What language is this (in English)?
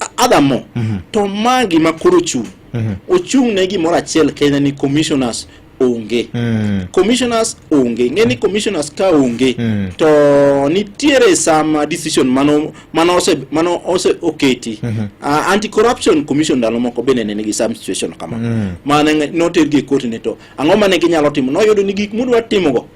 Luo (Kenya and Tanzania)